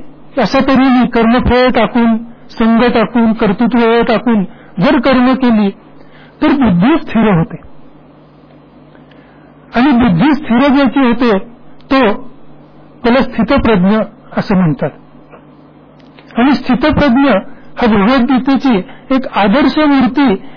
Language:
Marathi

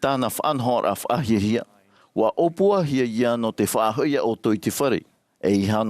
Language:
Tahitian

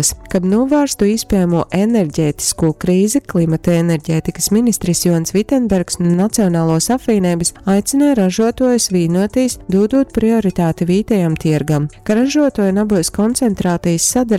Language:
Latgalian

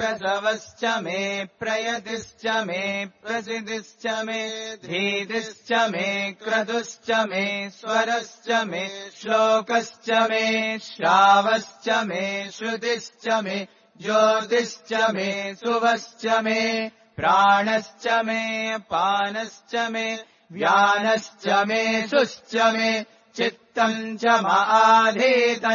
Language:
Sanskrit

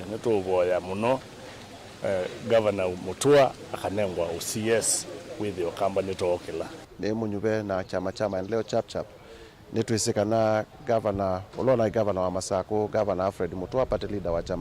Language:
Kamba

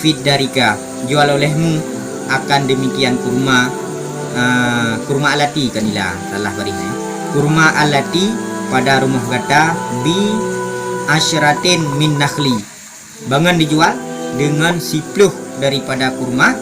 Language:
Achinese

